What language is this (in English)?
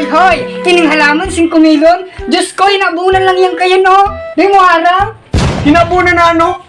Bikol